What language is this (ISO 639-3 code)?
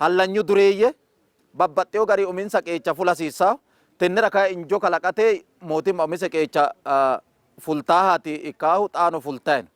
sid